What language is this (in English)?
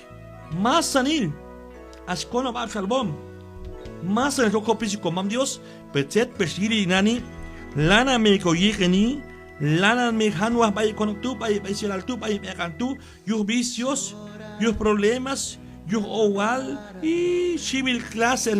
Q'anjob'al